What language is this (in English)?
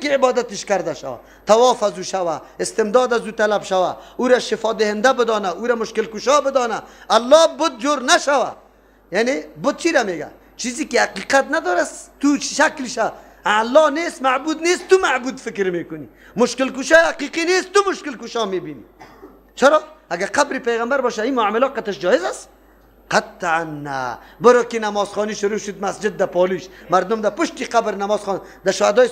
Persian